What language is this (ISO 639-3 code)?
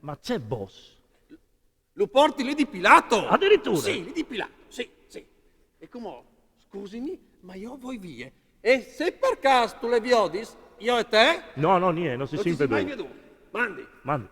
fur